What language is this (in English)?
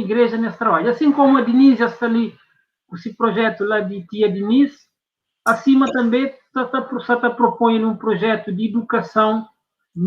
Kabuverdianu